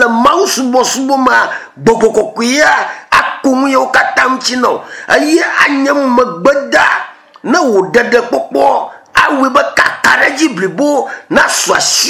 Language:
Ewe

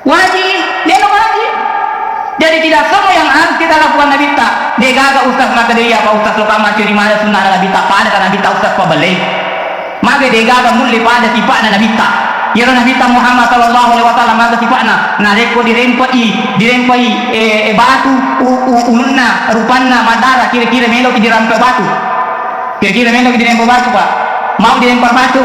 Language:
Buginese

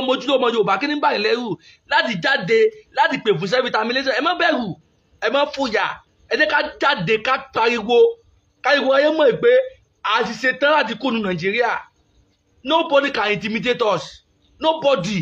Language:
Yoruba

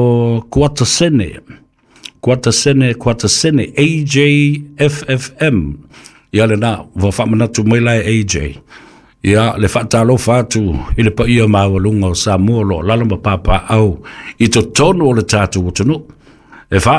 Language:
Samoan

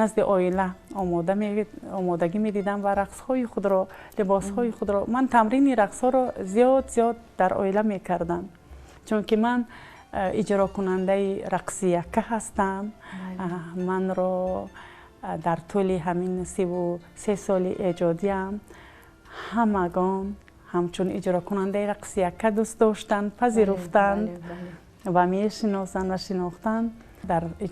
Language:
Tajik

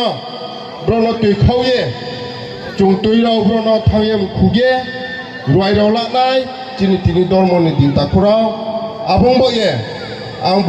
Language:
Riang (India)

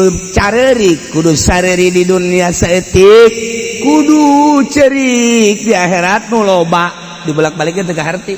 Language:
Sundanese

